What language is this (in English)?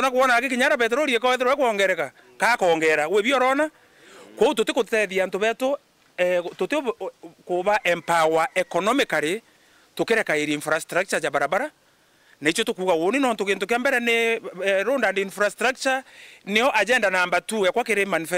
Meru